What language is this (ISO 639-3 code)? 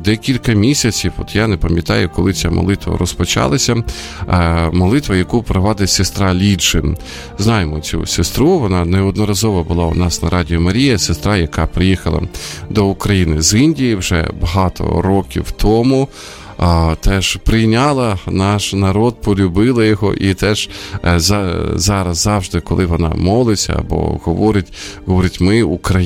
ukr